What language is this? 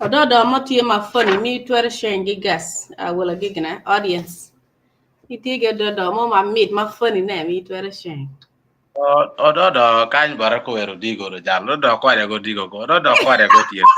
Acoli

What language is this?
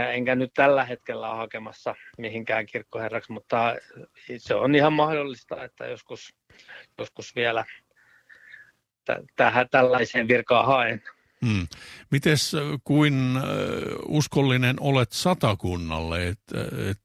Finnish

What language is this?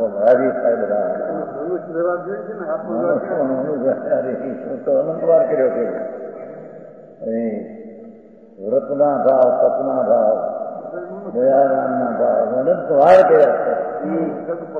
Gujarati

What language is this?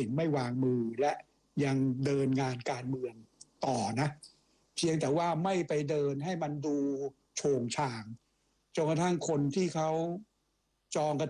Thai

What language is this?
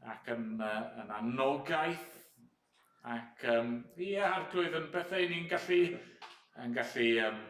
Welsh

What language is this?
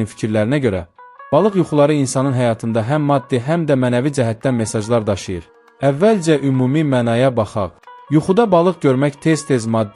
Azerbaijani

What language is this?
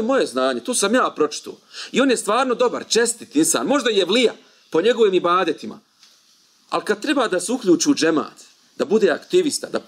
Bosnian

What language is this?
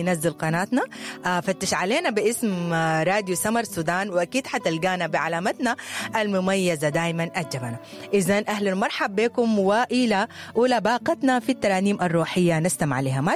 Sudanese Arabic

